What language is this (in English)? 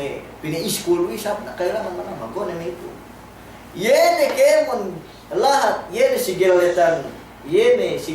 Yakan